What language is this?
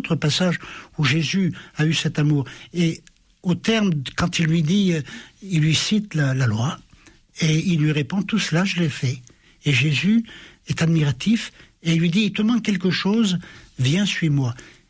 French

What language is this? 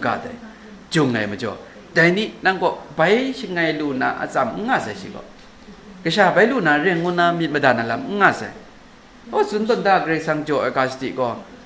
Kachin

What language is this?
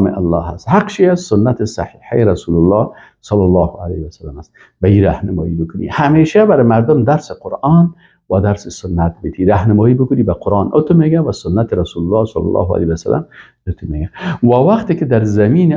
Persian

